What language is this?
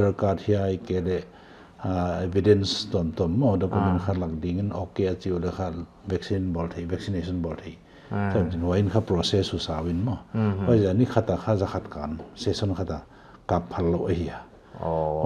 Paite Chin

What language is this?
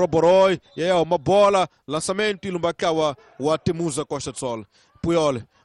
Tsonga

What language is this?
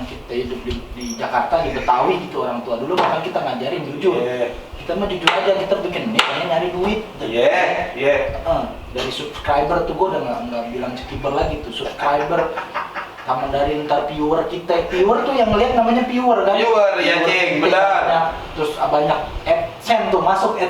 Betawi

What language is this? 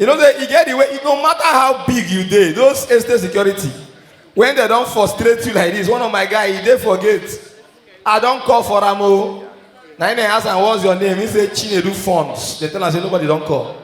Nigerian Pidgin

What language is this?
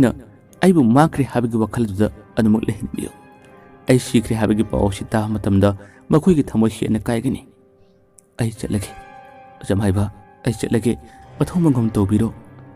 Manipuri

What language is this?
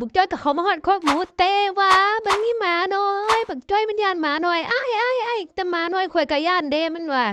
Northeastern Thai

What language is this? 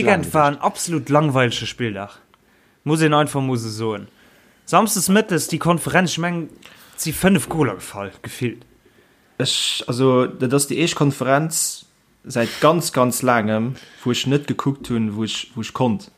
Luxembourgish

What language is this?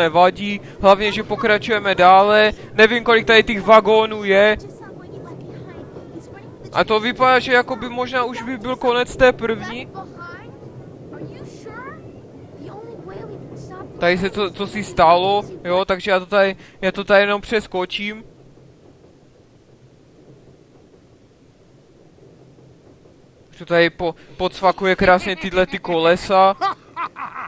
Czech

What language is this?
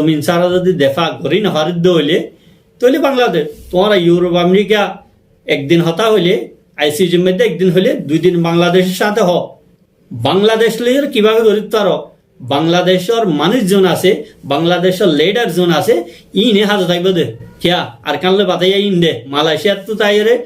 Rohingya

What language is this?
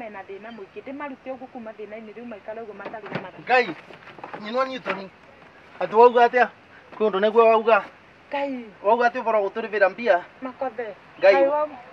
Kikuyu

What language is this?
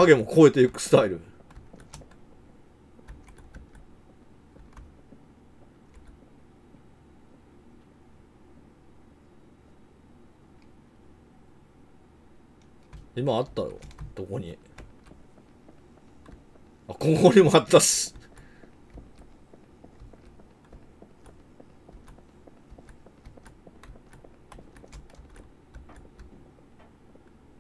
Japanese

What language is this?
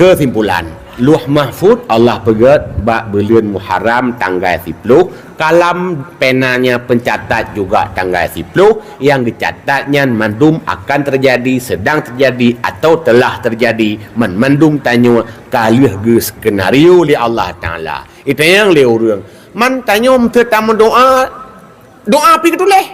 Achinese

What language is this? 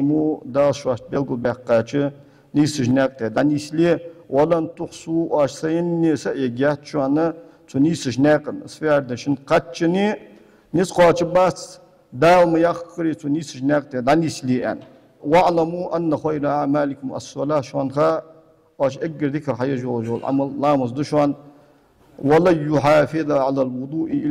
Ingush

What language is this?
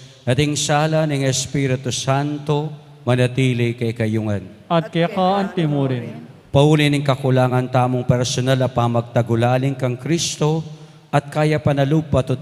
Pampanga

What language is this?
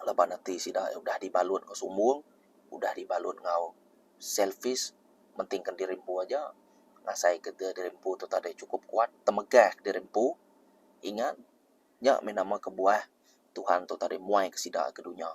Iban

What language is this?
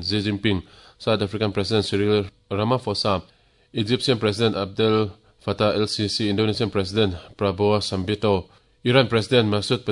Mizo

